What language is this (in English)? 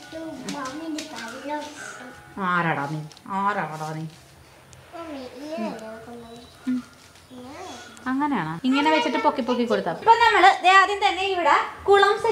Malayalam